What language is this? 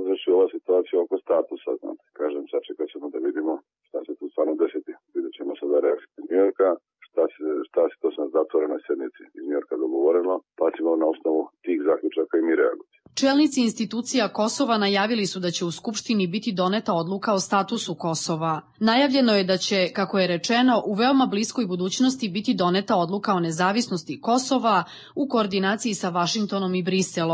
Serbian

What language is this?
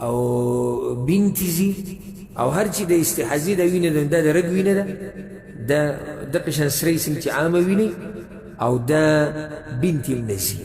Pashto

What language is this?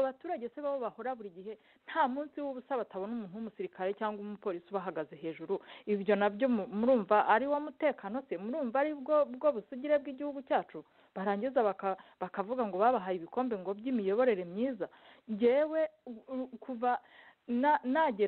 Kinyarwanda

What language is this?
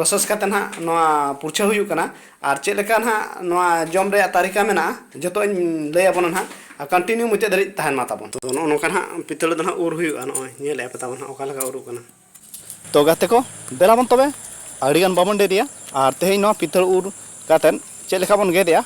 Santali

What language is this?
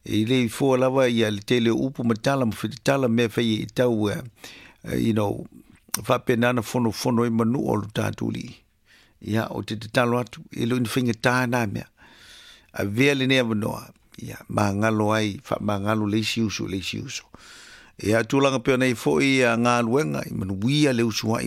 Samoan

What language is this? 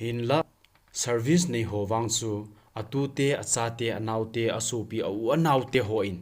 Thado Chin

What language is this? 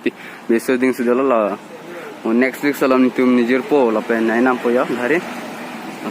Karbi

